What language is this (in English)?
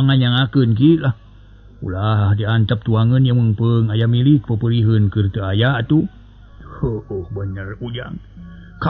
Sundanese